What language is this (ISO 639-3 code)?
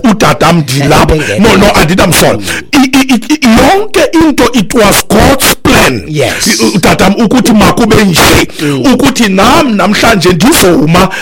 xho